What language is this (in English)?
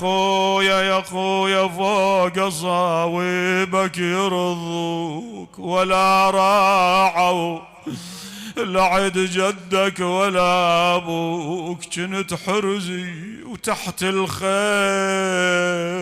Mesopotamian Arabic